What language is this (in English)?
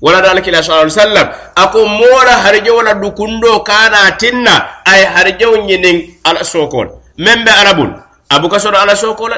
Mandingo